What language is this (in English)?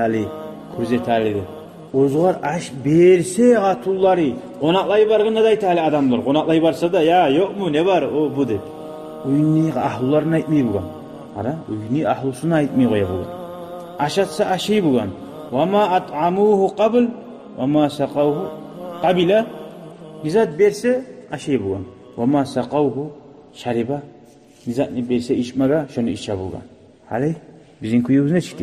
Kumyk